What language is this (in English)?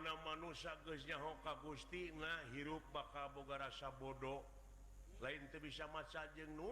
Sundanese